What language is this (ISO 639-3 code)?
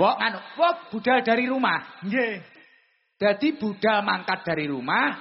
jav